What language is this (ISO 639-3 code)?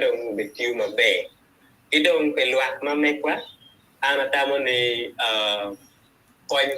ach